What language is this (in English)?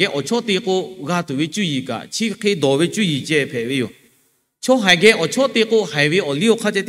Lahu